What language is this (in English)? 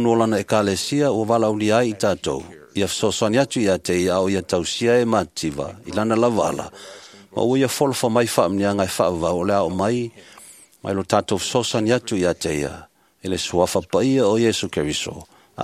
Samoan